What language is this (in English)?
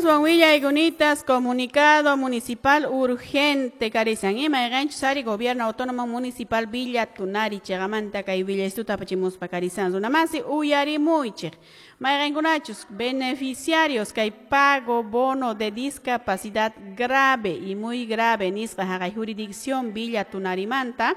Quechua